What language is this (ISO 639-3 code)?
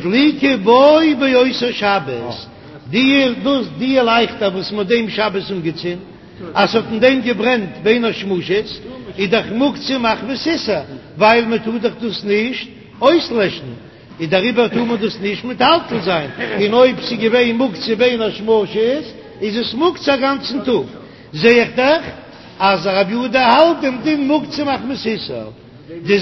yid